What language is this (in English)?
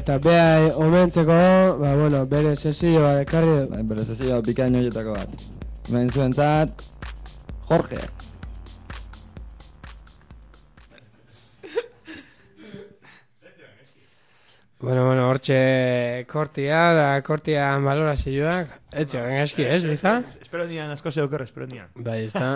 Basque